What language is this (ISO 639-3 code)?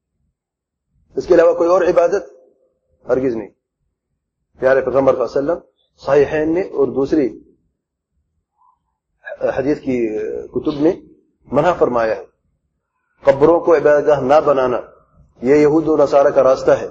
urd